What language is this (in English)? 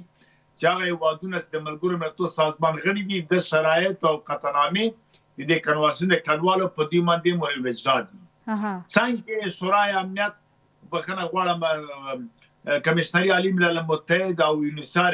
Pashto